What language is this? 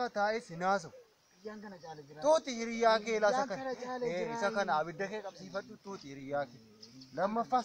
Oromo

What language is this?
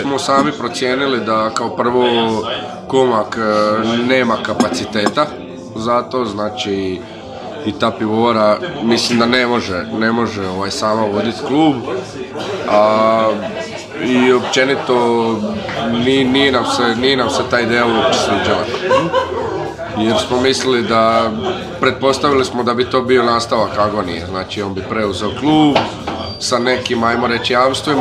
Croatian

